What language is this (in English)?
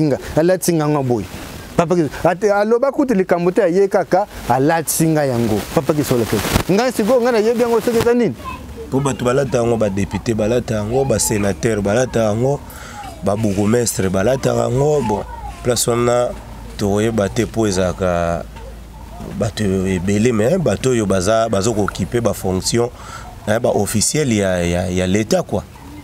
Lingala